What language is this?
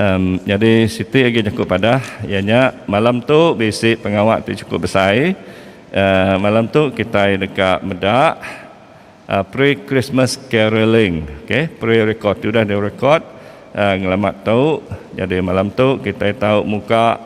Iban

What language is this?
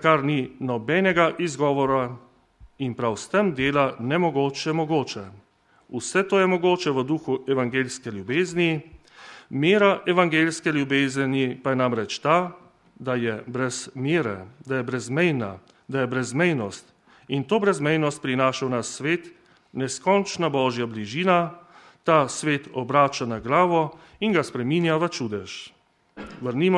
Slovenian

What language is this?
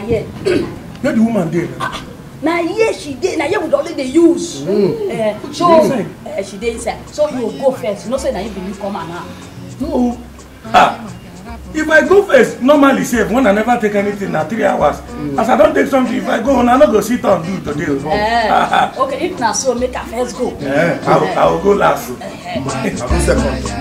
Nigerian Pidgin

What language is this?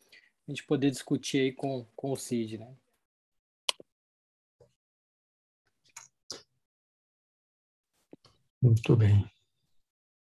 Portuguese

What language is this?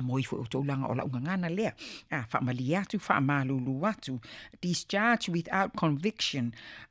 Samoan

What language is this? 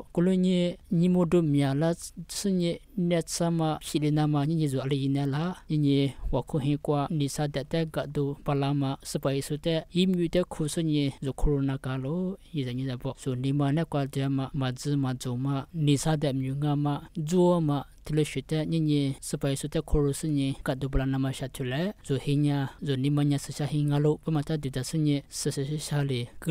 Lisu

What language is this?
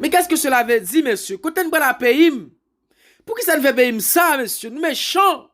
Haitian Creole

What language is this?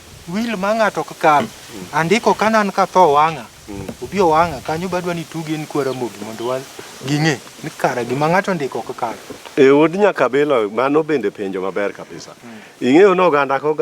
Luo (Kenya and Tanzania)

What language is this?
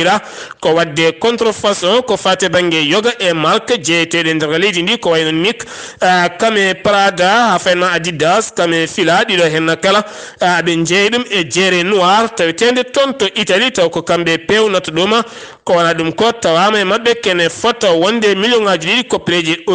Fula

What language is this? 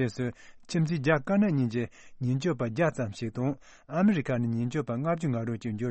Tibetan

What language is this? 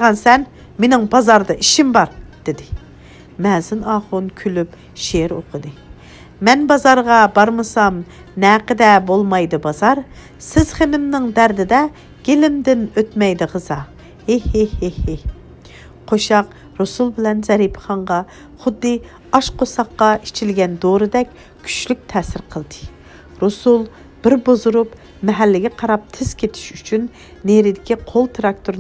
Uyghur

